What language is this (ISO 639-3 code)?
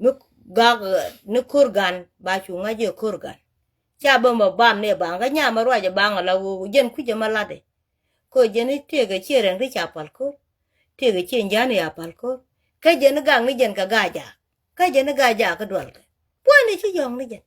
nus